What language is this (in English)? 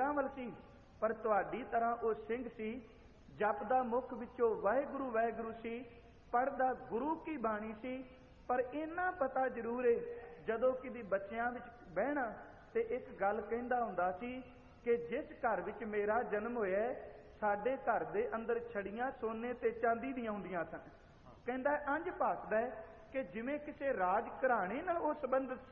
Punjabi